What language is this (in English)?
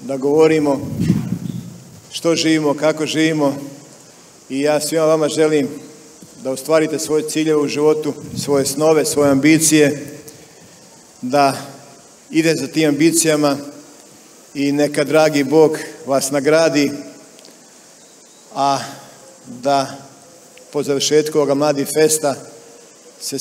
Croatian